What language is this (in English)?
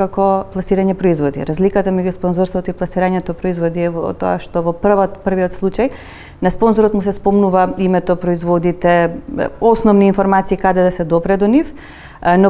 Macedonian